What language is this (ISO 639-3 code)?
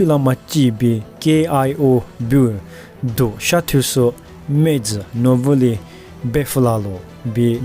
lis